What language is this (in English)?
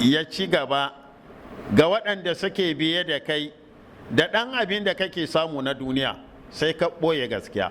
Hausa